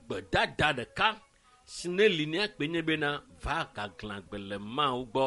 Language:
Ewe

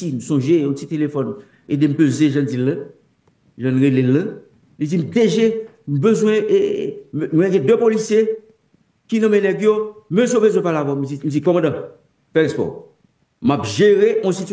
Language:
Haitian Creole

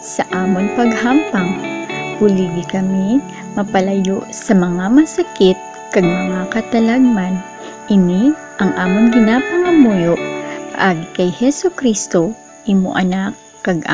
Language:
Hiligaynon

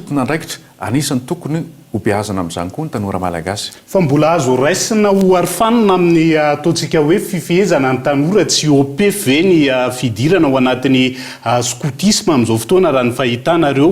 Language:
Malagasy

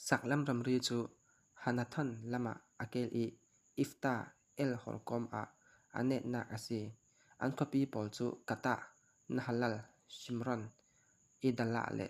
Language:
Falam Chin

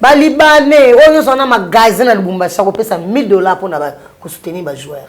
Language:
Lingala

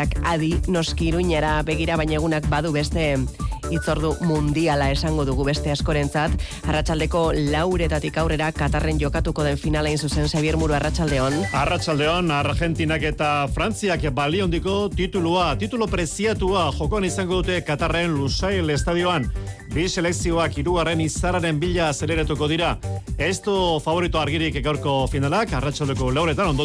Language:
Basque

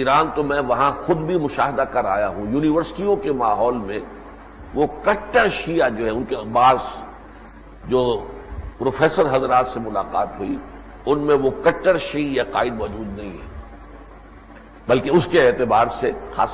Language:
Urdu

